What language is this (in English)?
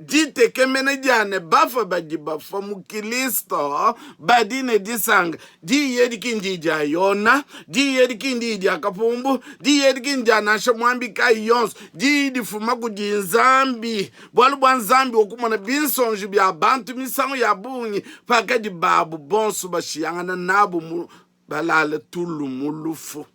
Luba-Lulua